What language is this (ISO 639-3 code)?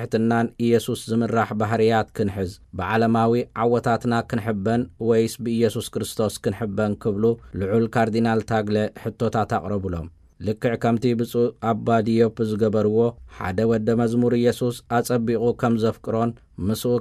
tir